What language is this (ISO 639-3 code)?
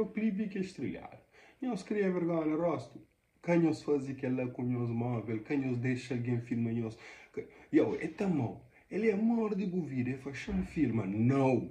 kea